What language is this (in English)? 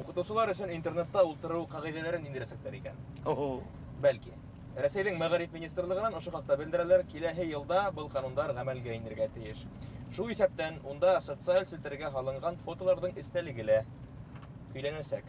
Bashkir